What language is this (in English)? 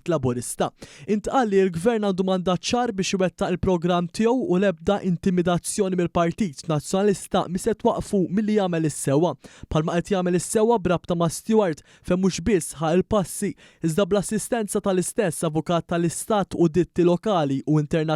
Maltese